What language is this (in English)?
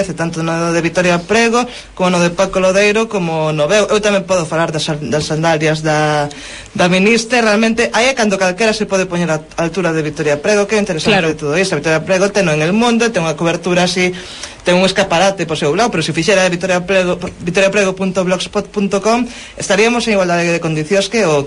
Galician